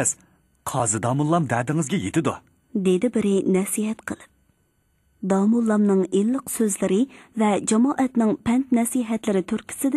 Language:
Uyghur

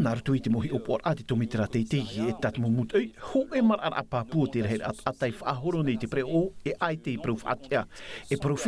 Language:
Tahitian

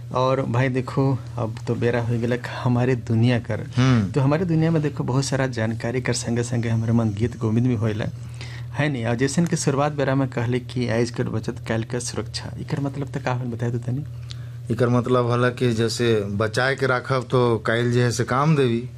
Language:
Sadri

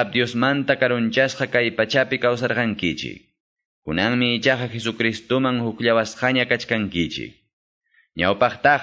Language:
Quechua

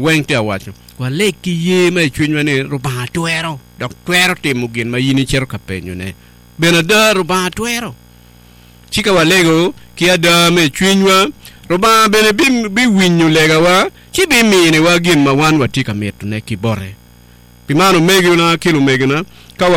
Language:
Acoli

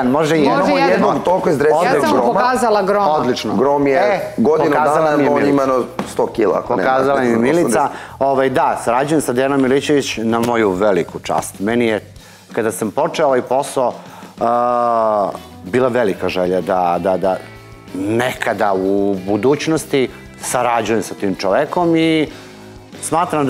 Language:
Serbian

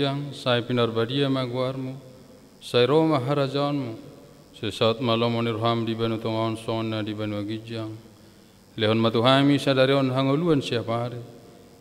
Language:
Batak Toba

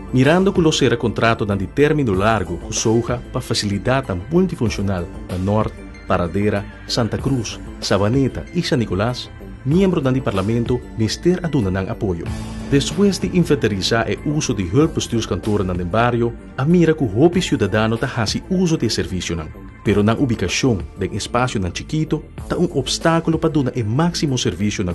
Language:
Papiamento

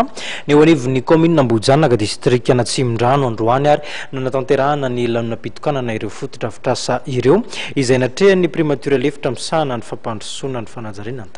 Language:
Malagasy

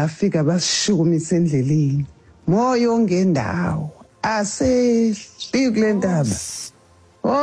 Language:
Xhosa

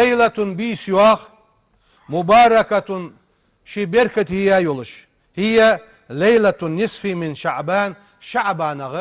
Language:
Ingush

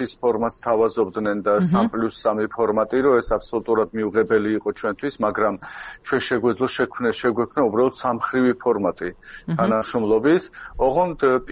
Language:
Georgian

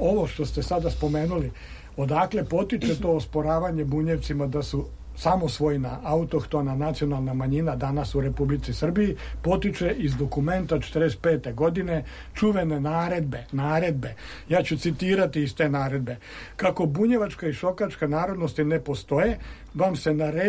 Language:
Serbian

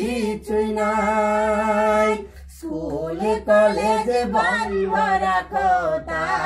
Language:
Bangla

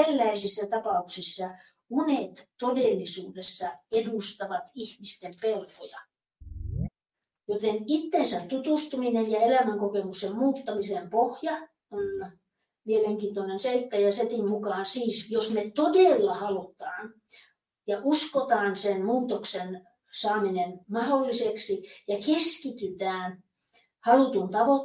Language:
Finnish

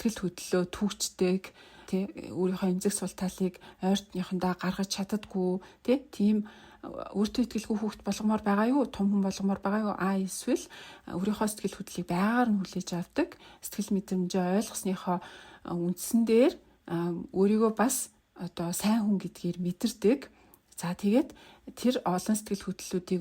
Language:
Mongolian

